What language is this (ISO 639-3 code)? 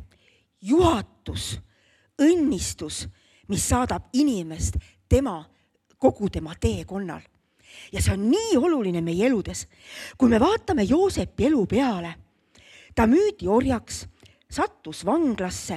est